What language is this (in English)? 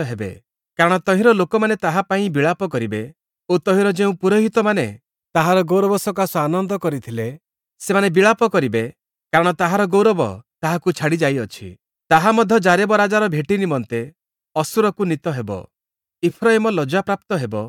Odia